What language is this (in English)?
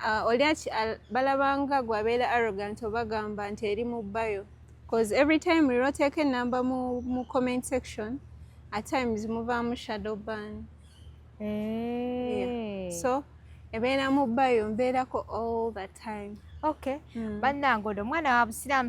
Ganda